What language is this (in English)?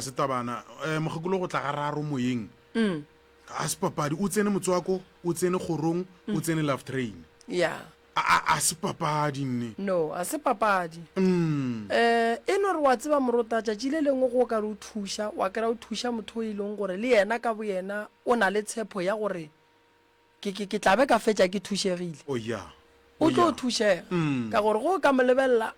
Northern Sotho